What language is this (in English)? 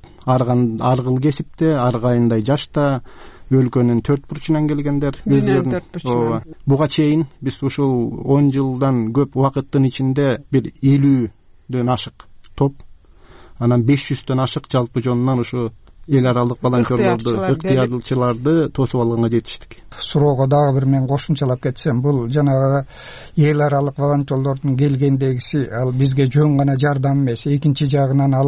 Kyrgyz